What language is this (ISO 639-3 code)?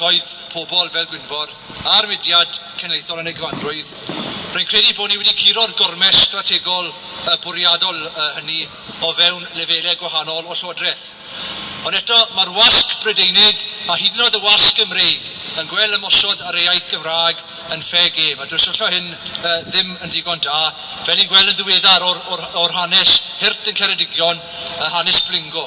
cym